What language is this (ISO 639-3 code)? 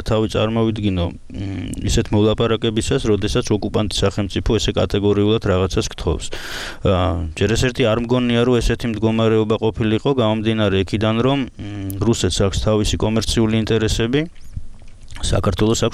kat